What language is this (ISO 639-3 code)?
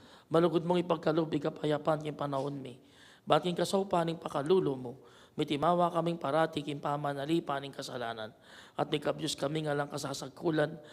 pam